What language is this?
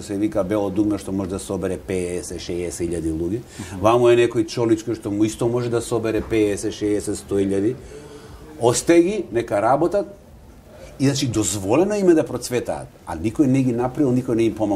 Macedonian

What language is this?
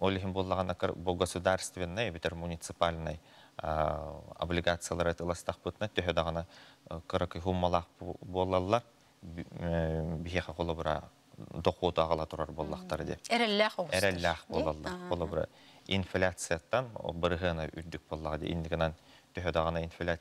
Yakut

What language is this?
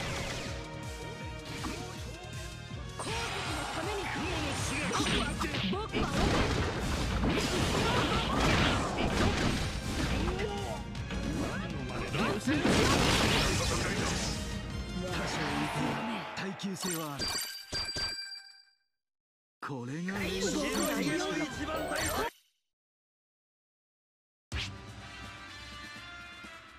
Japanese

